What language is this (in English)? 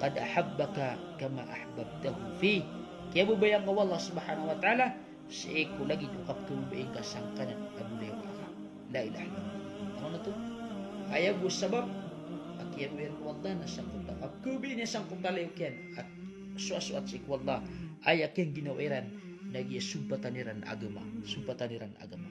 Maranao